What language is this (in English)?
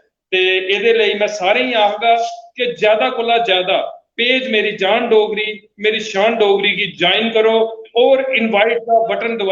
Dogri